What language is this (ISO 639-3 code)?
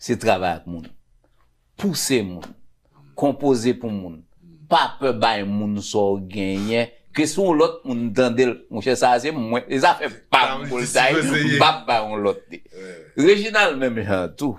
hat